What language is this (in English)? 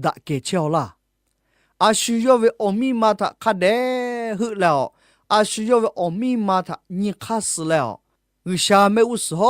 Lahu